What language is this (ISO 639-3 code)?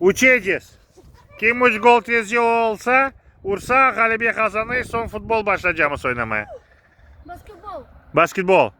crh